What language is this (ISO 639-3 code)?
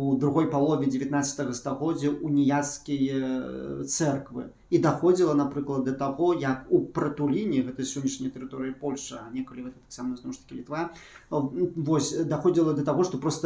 bel